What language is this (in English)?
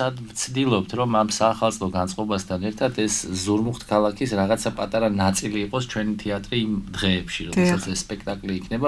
Georgian